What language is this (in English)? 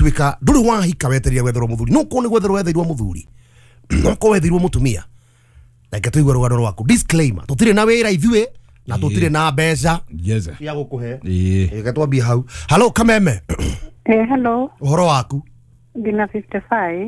Kikuyu